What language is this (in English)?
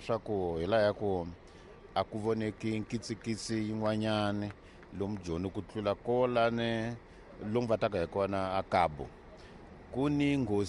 Tsonga